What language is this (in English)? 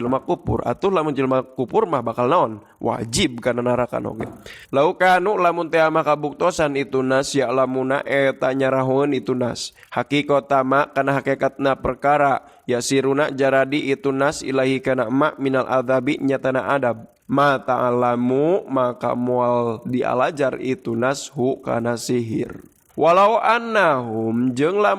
Sundanese